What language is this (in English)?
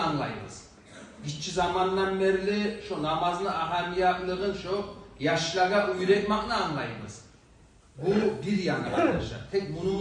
Kumyk